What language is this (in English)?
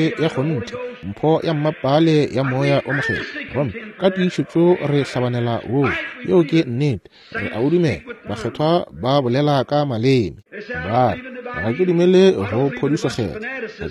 Northern Sotho